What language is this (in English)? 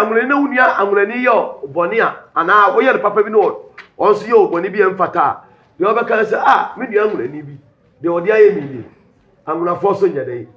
Akan